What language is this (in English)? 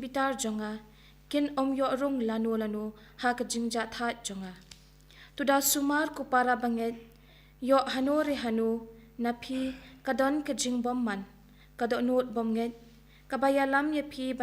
Khasi